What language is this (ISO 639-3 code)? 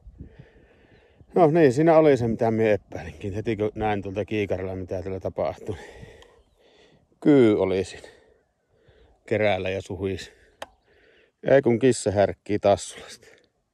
fin